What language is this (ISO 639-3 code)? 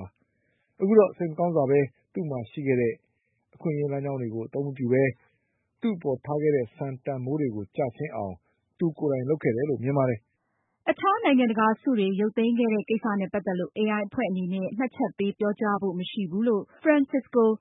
mya